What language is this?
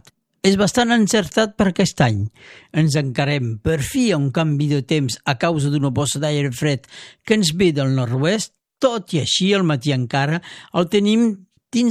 Catalan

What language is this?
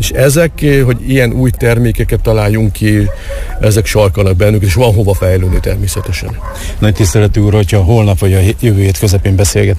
Hungarian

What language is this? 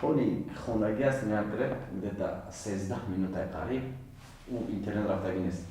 Tajik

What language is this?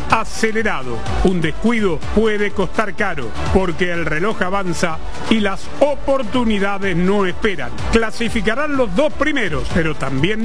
Spanish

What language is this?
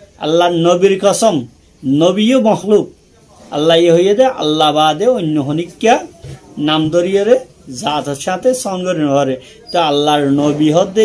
Rohingya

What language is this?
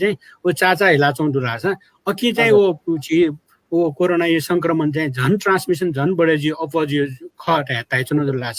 Newari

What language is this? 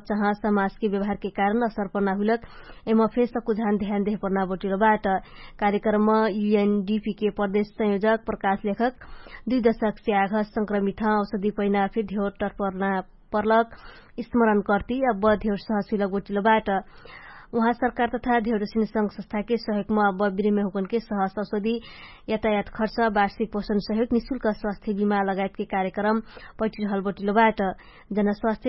Dangaura Tharu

